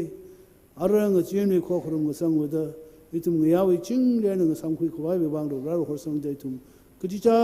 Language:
Tangkhul Naga (India)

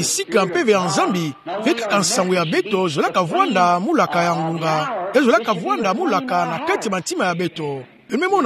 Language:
Kituba (Democratic Republic of Congo)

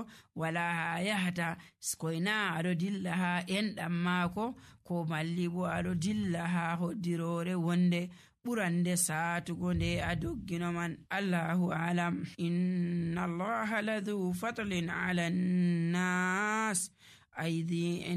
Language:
Nigerian Fulfulde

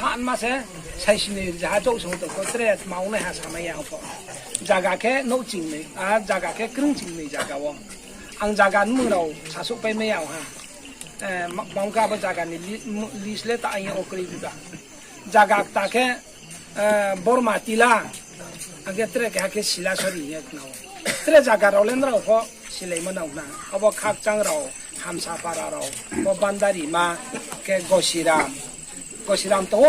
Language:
Riang (India)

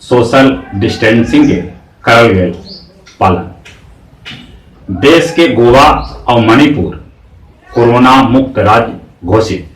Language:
Magahi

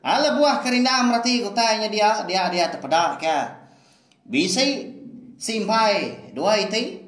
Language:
Iban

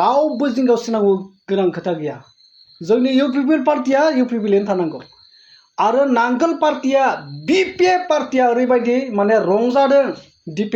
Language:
Bodo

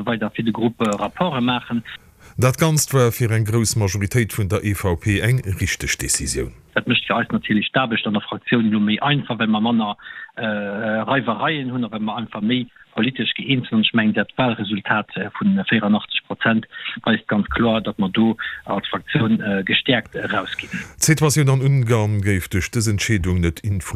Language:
Luxembourgish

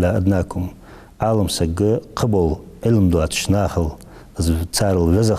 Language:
Ingush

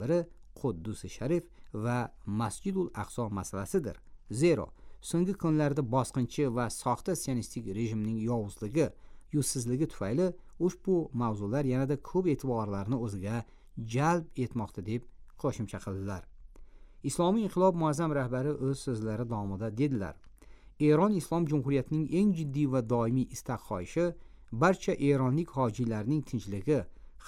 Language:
Uzbek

